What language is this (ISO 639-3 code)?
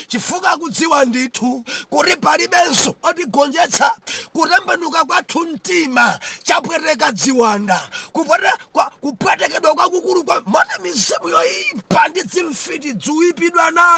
nya